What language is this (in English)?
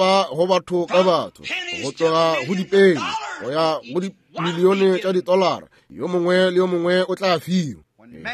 Northern Sotho